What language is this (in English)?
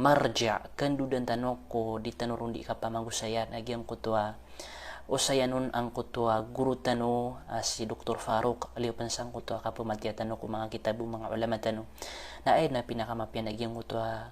Maranao